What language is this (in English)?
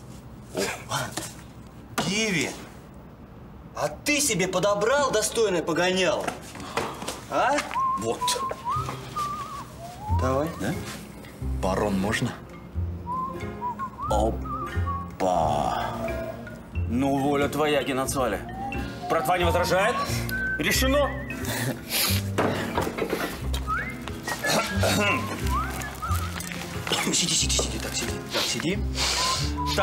Russian